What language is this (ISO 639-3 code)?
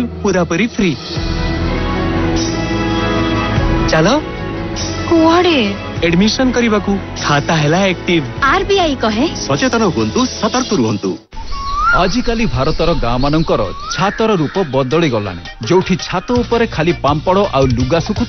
ori